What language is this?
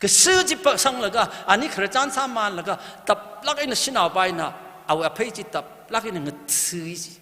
Tangkhul Naga (India)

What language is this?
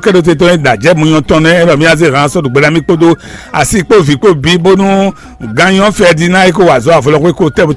Fon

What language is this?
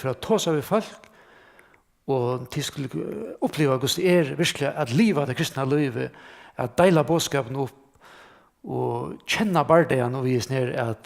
Faroese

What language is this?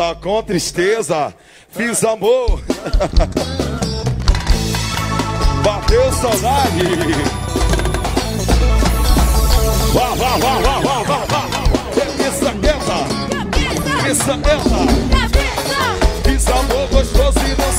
Portuguese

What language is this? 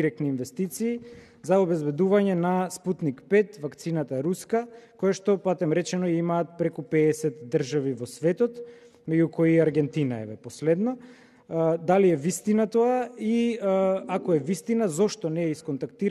Macedonian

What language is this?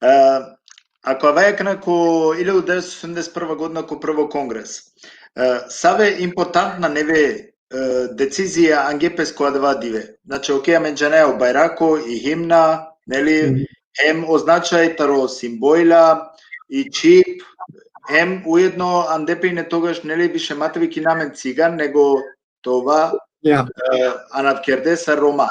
Balkan Romani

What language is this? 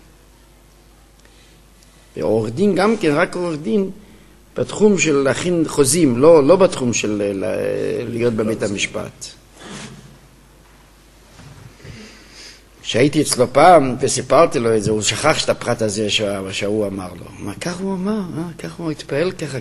Hebrew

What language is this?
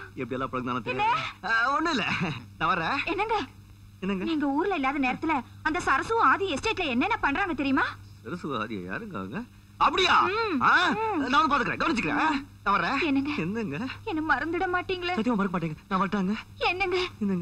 Tamil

